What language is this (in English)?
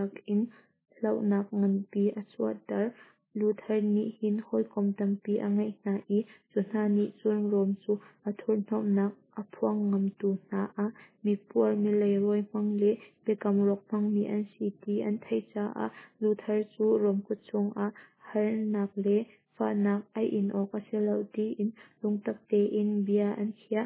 Hakha Chin